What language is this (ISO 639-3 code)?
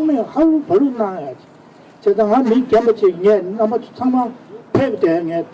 bod